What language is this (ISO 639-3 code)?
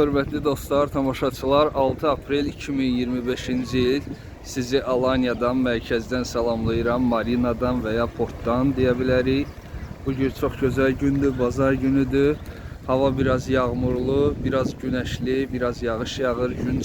aze